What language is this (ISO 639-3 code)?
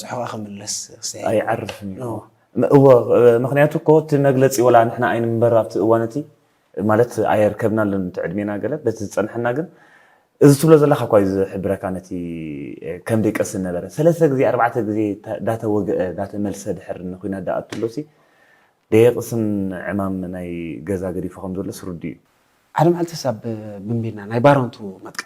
tir